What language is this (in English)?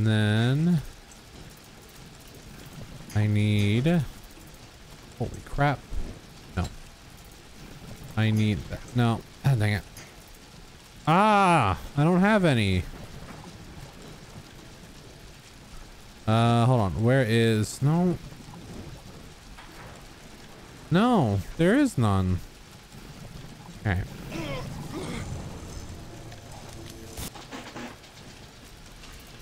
English